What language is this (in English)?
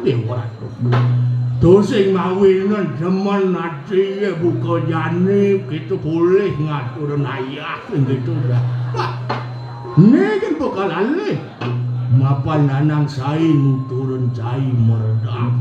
Balinese